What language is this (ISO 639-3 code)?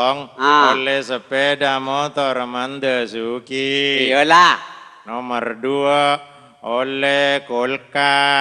mad